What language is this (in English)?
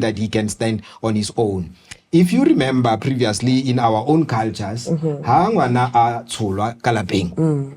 Tswana